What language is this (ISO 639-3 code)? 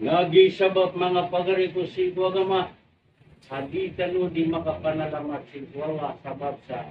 mrw